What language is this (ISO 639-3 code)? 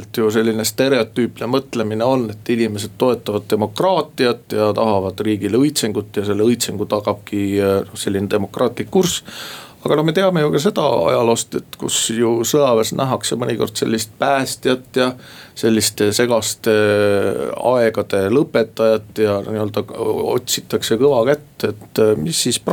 est